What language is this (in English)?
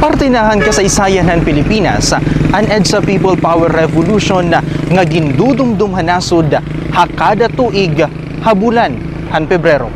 Waray